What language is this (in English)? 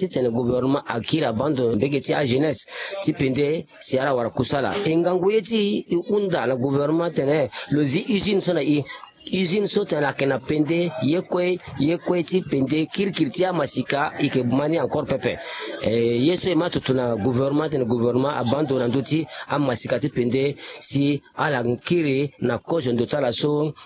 Sango